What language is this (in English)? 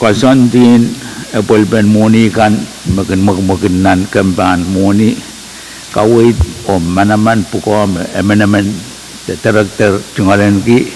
Pohnpeian